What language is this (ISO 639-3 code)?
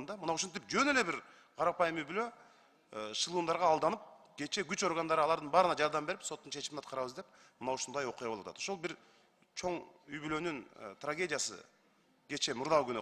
kir